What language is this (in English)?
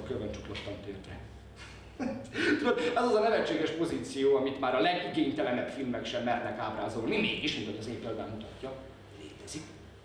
Hungarian